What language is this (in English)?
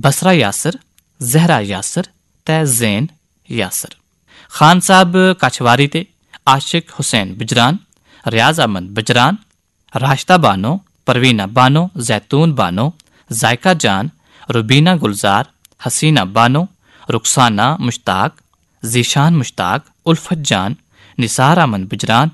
Kashmiri